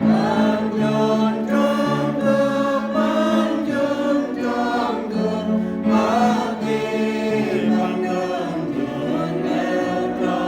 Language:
Central Mnong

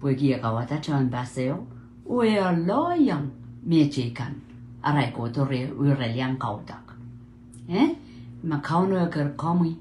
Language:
Pohnpeian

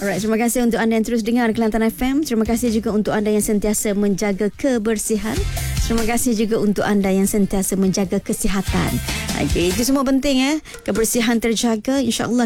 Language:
Malay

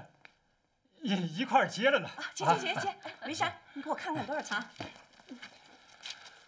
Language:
Chinese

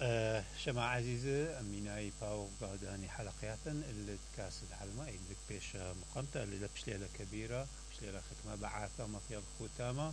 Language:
Mesopotamian Arabic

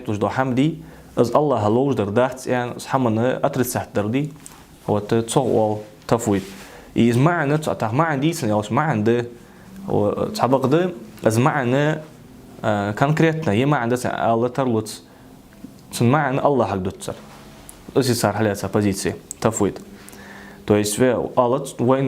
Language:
Ingush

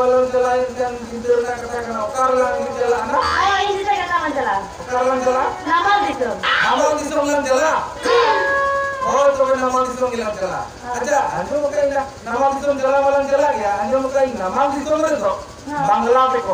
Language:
Santali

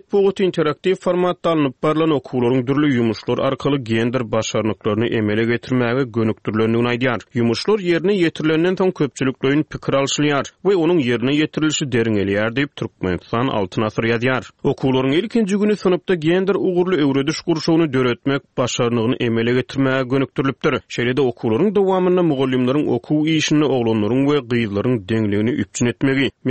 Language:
Turkmen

